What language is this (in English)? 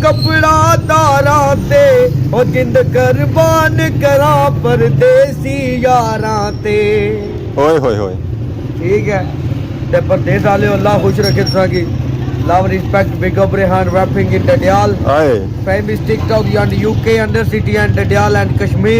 Pahari-Potwari